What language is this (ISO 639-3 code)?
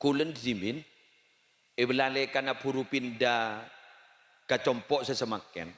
mad